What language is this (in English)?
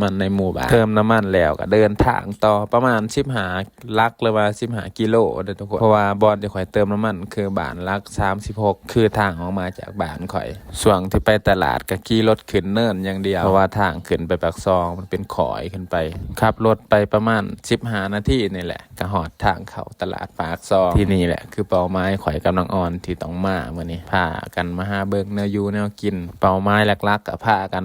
Lao